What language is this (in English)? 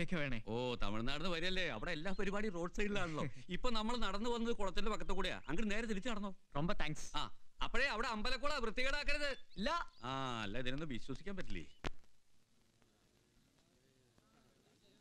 Malayalam